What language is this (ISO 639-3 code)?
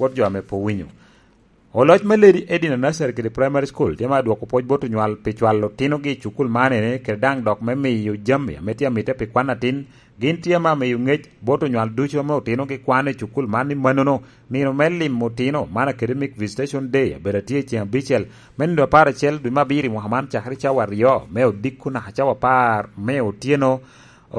laj